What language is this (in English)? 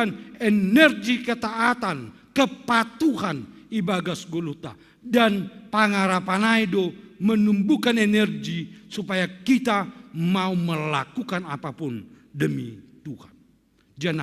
Batak Simalungun